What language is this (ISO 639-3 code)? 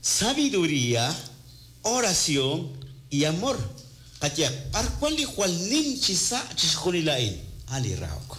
kek